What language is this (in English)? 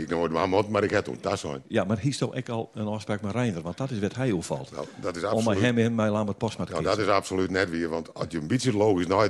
Western Frisian